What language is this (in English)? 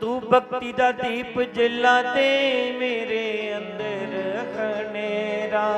Dogri